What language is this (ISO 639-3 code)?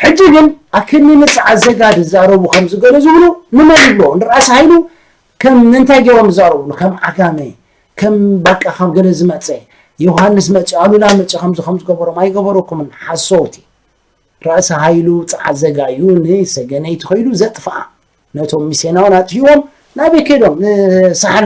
tir